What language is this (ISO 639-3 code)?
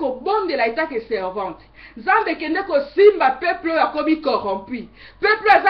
lin